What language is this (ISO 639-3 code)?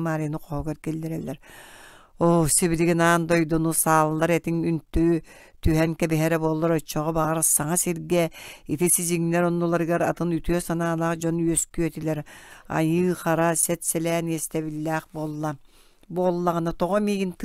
sah